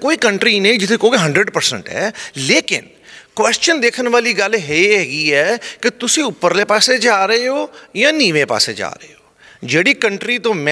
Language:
Western Panjabi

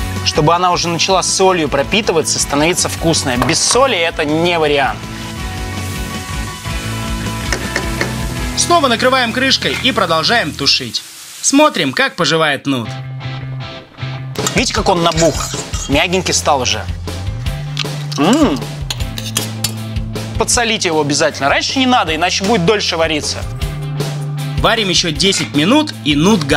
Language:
Russian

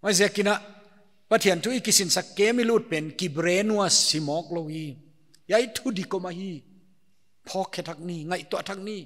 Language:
Paite Chin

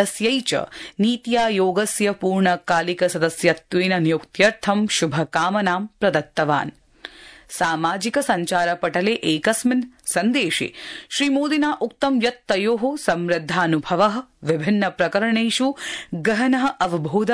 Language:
Sanskrit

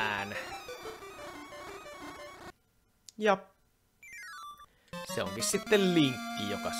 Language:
Finnish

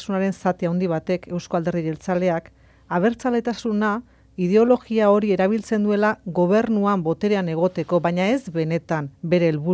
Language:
Basque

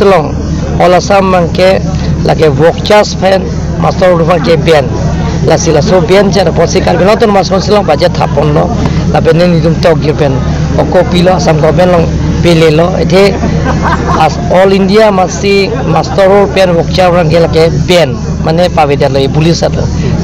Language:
Karbi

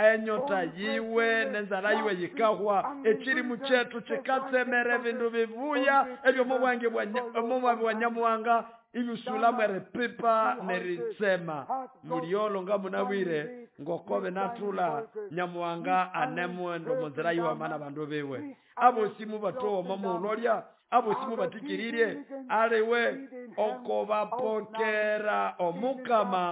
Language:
Nande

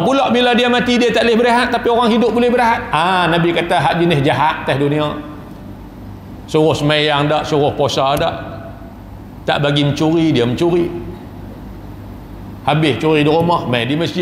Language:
Malay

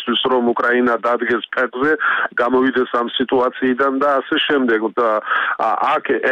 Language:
Georgian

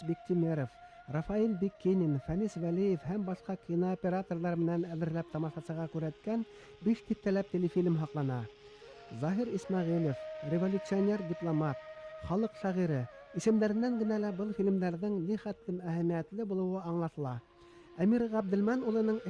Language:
Bashkir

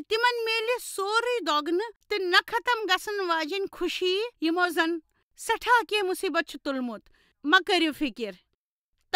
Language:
Kashmiri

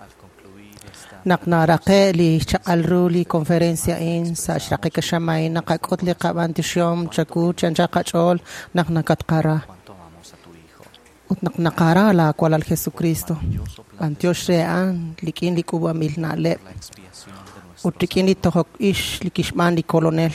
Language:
Kekchí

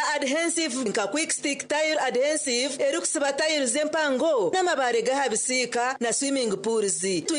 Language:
Nyankole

